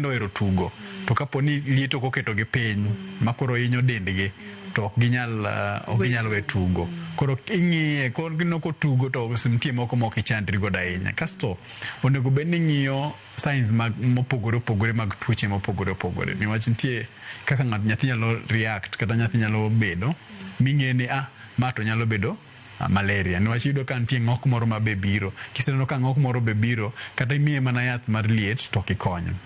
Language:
Luo (Kenya and Tanzania)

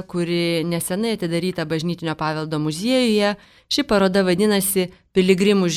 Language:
Lithuanian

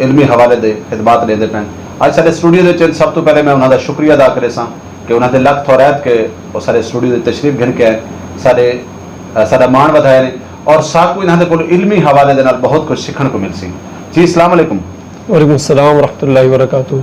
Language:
Saraiki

